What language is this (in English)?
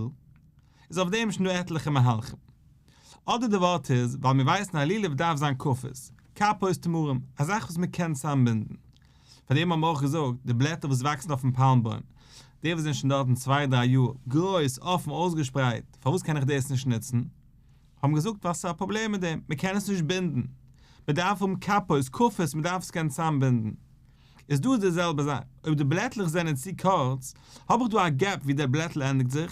Yiddish